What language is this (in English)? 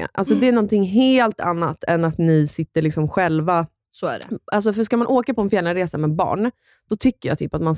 Swedish